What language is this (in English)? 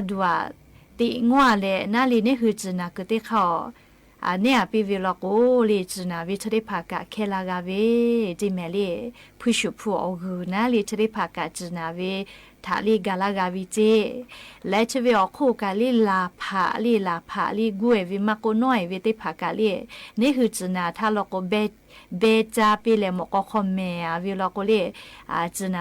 Lahu